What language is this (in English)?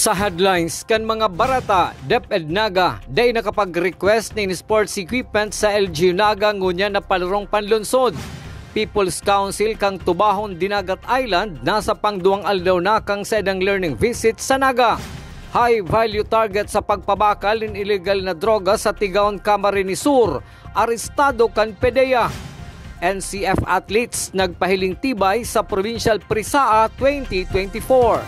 Bikol